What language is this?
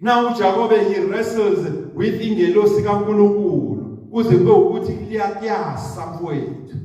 Zulu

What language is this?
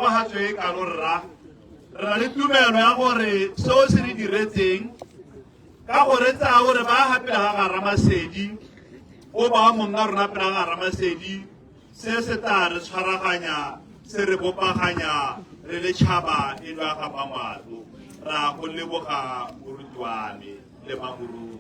Tswana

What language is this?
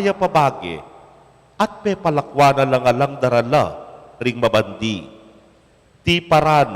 Pampanga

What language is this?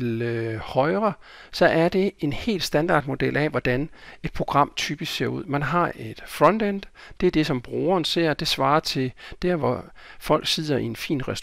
Danish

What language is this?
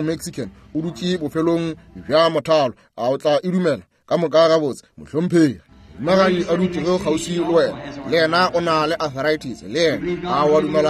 Northern Sotho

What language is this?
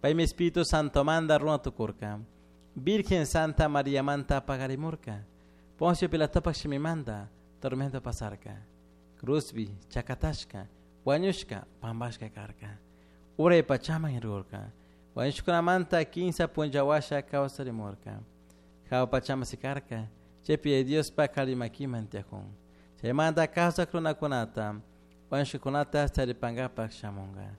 Chimborazo Highland Quichua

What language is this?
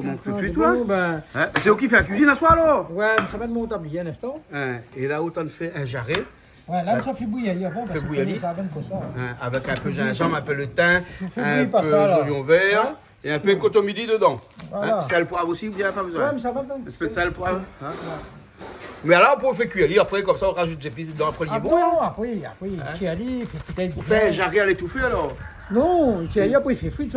Réunion Creole French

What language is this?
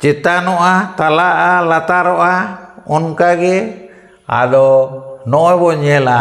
Santali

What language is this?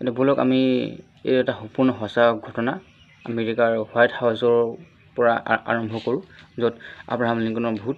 Assamese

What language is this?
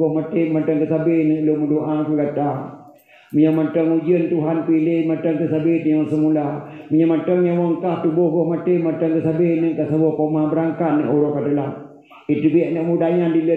Achinese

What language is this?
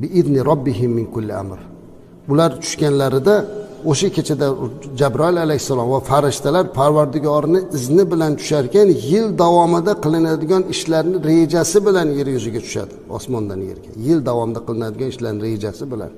Uzbek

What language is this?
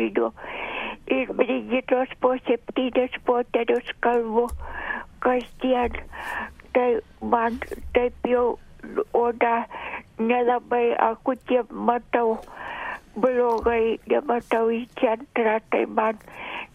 Lithuanian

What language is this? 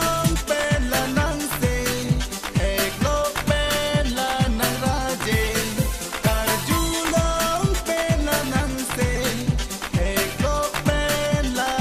Karbi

